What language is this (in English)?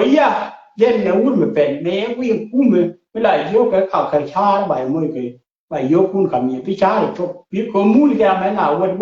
Nuer